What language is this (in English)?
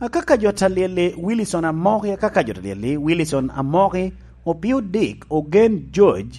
Lango (Uganda)